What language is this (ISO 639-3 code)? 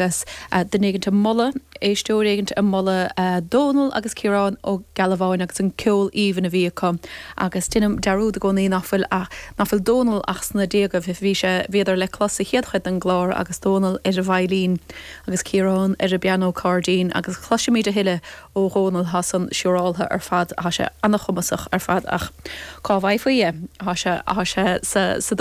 gle